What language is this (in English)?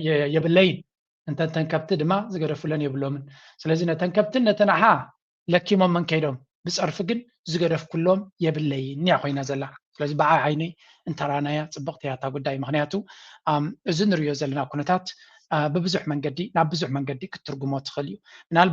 Tigrinya